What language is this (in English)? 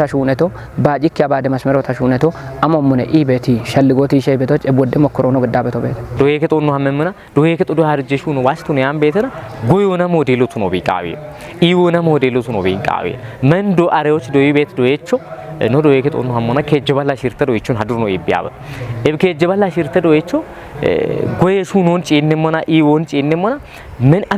Kafa